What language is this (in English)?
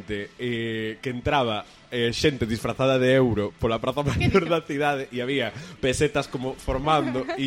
Galician